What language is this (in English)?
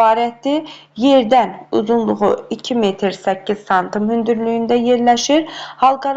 Azerbaijani